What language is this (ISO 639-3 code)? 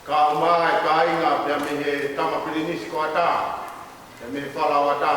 ton